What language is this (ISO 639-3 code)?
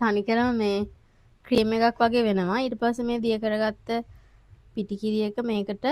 sin